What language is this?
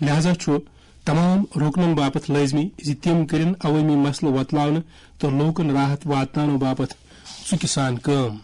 Kashmiri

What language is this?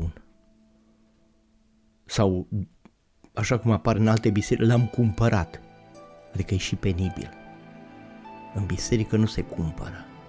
Romanian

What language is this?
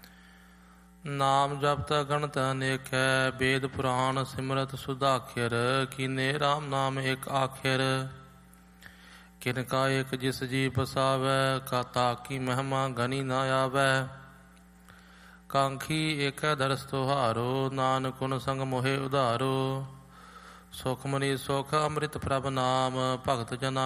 Punjabi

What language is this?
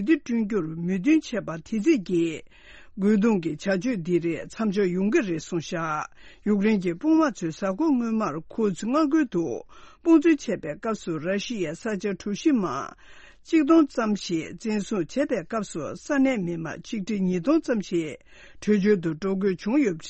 Tibetan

